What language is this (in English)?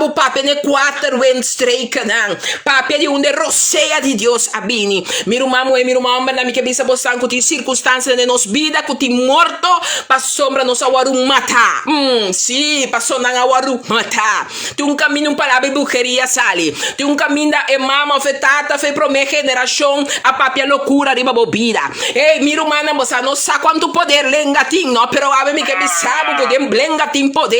Papiamento